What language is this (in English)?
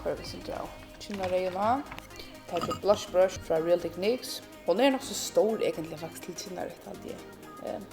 Faroese